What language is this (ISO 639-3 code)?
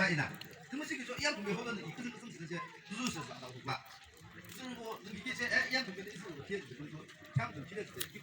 yim